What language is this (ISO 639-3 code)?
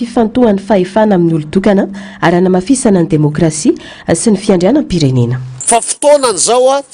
mlg